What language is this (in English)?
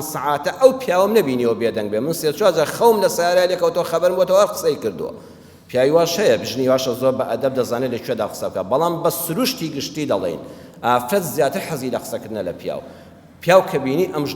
Central Kurdish